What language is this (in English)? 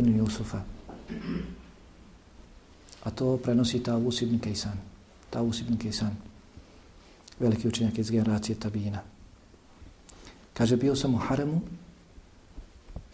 Bosnian